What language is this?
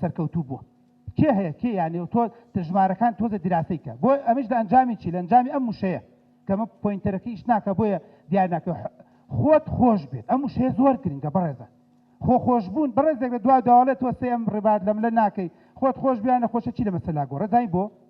Central Kurdish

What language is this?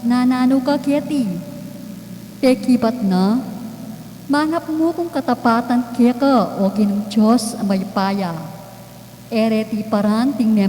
Pampanga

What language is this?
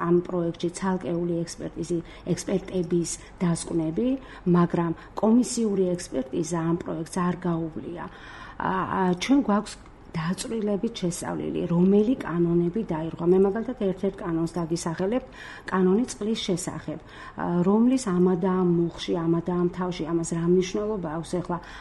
Georgian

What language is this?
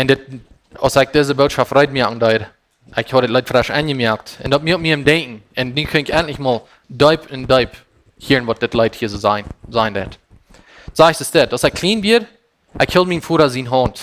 Plautdietsch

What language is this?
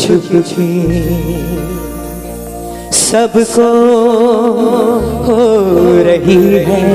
Hindi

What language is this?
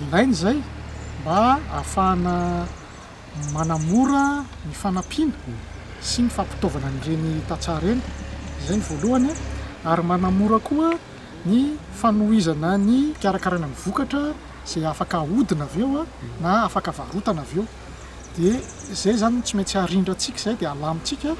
Malagasy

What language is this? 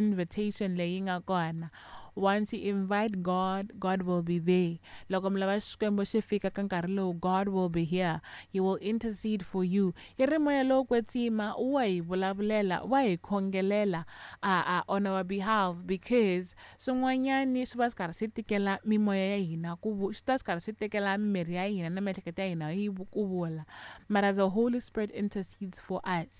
Tsonga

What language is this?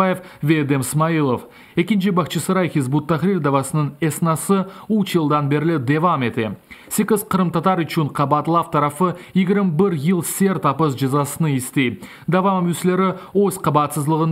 Crimean Tatar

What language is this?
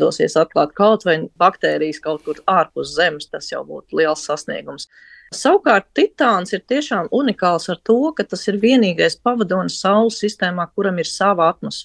Latvian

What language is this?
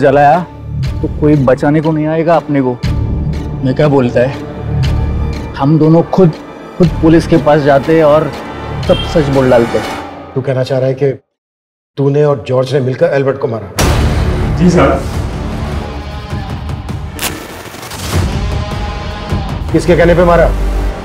Hindi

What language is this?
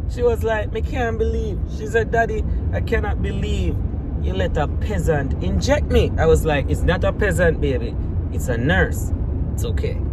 Jamaican Creole English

